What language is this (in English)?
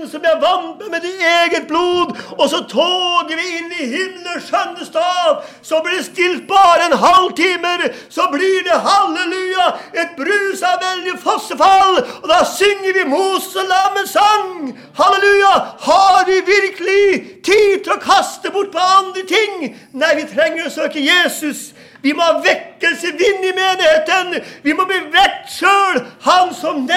Norwegian